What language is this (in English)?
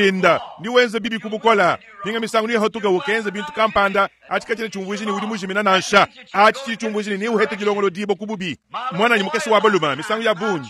Luba-Lulua